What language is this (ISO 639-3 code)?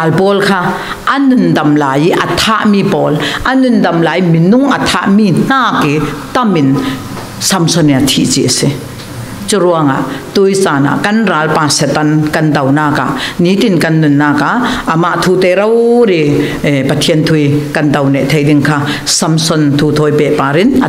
cfm